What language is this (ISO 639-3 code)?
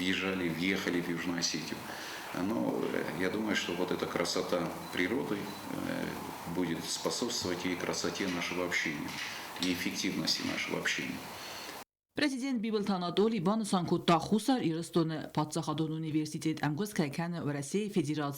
oss